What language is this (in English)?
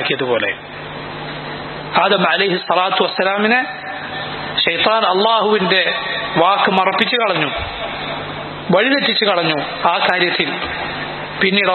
Malayalam